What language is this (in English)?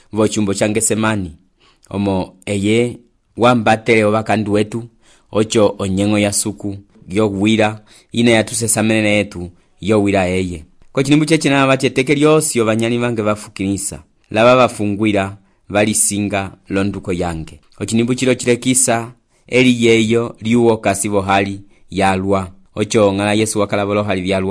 Umbundu